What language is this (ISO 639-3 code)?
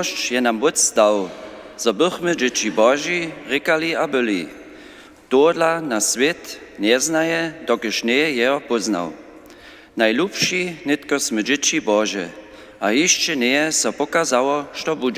hsb